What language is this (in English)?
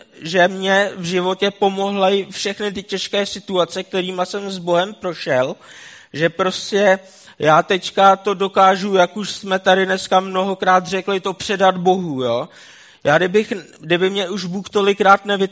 Czech